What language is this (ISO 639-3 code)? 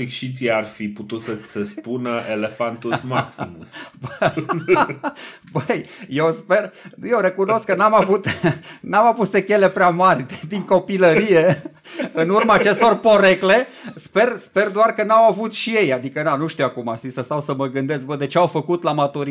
ron